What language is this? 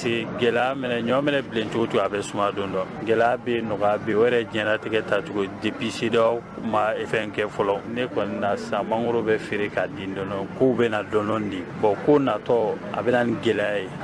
Bambara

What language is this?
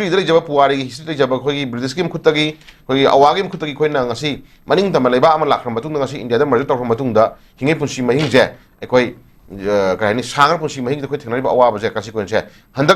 Manipuri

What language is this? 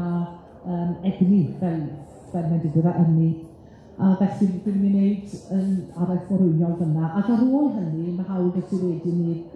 Welsh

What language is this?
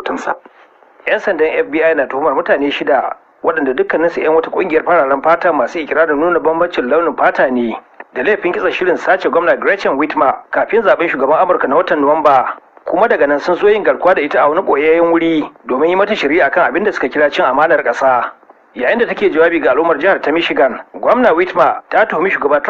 Hausa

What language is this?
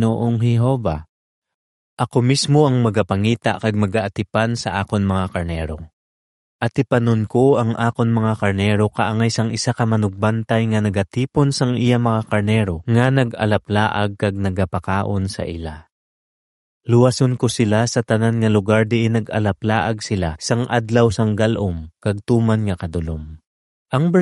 Hiligaynon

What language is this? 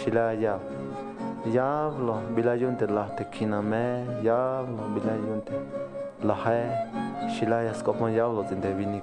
Tzeltal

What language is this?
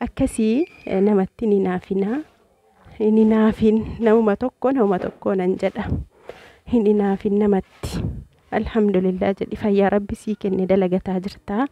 Oromo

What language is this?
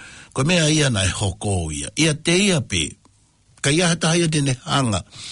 Tongan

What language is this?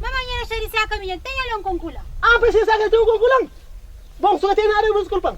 Kabuverdianu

